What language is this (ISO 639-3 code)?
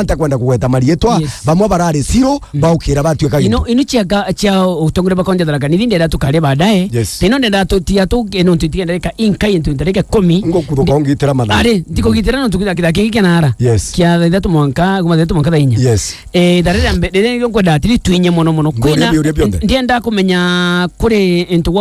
mer